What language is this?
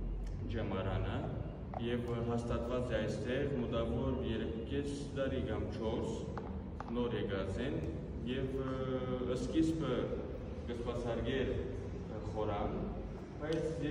Western Armenian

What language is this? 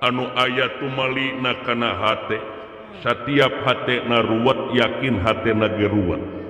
Sundanese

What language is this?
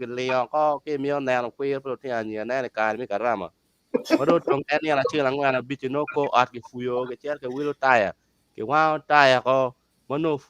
Acoli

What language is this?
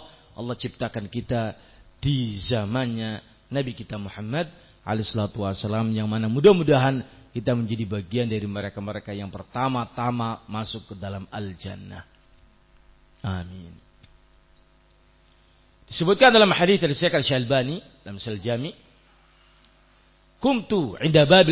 Indonesian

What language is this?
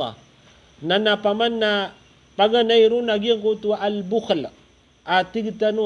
Maranao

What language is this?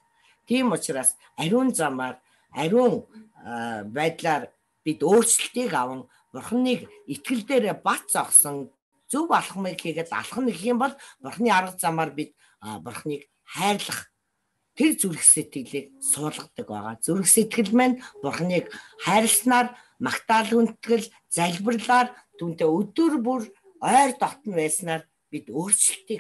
Mongolian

